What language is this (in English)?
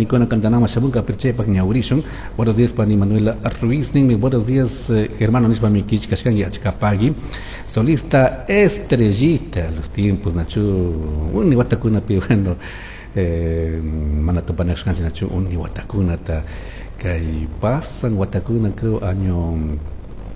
Chimborazo Highland Quichua